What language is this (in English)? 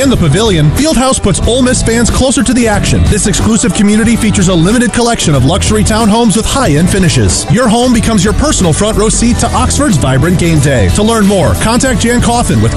English